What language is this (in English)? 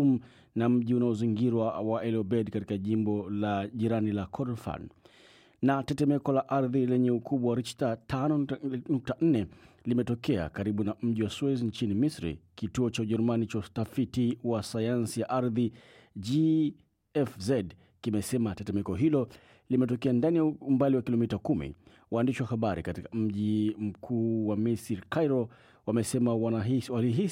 Swahili